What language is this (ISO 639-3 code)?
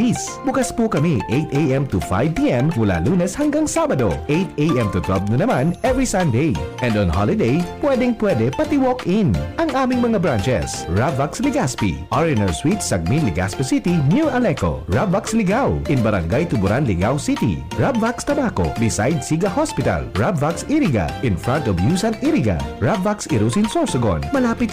bik